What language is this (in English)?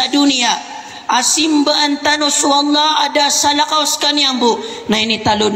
Maranao